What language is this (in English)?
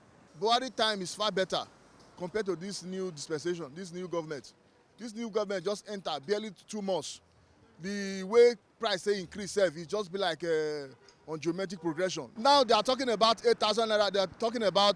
Nigerian Pidgin